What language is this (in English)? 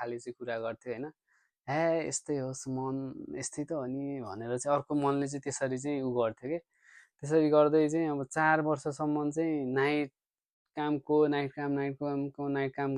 Nepali